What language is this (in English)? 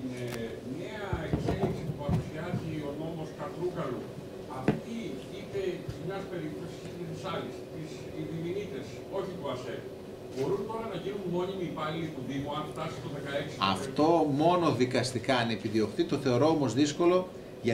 Greek